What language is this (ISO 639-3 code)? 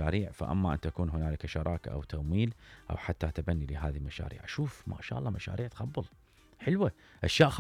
acm